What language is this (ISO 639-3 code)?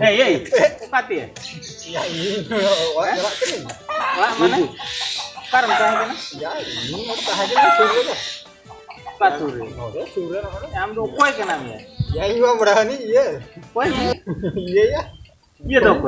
sat